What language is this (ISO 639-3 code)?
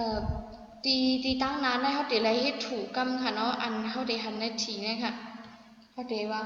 shn